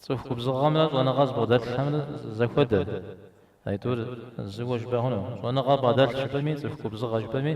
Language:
Kabardian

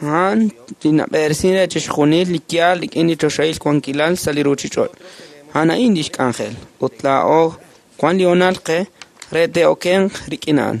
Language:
Kekchí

